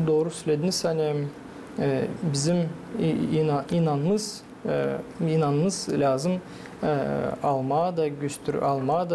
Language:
Gagauz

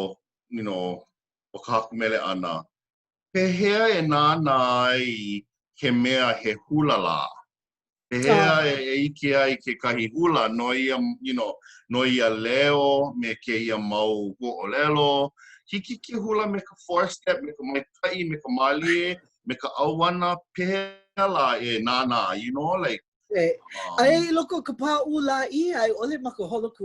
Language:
Hawaiian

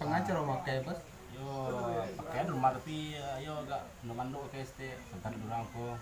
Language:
Minangkabau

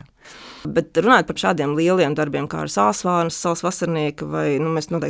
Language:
Latvian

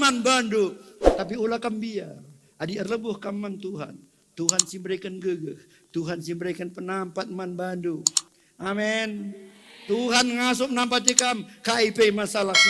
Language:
Batak Karo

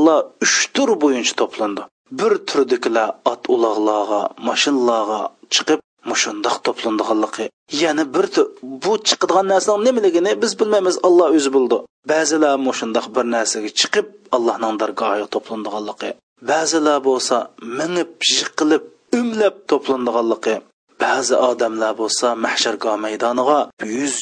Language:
Uyghur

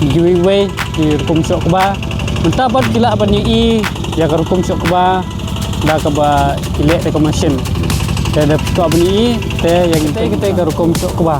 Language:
Khasi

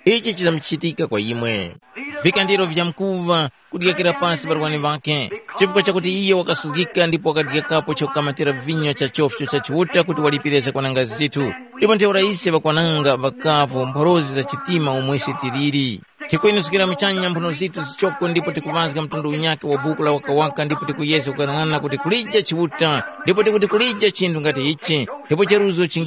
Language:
Tumbuka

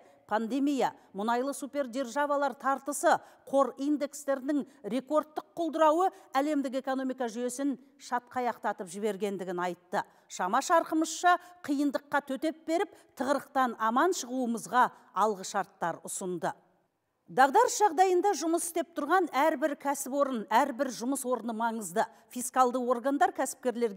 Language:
Kazakh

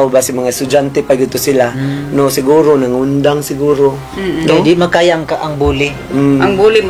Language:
Cebuano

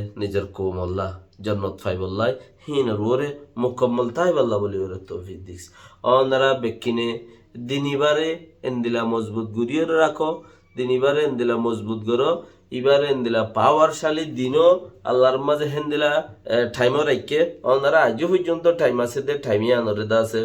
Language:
Rohingya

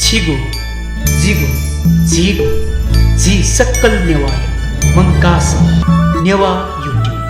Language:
Newari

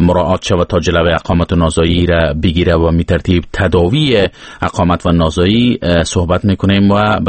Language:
Persian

